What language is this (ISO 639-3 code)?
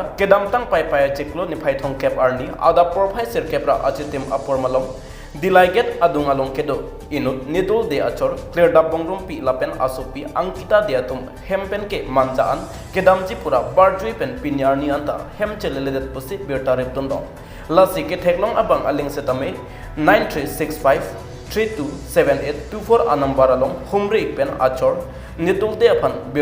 mjw